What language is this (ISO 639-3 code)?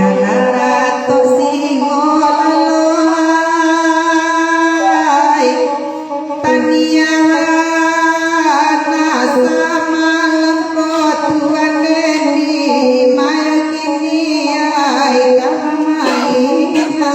min